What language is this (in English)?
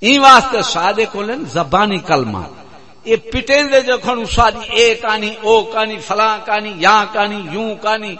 Saraiki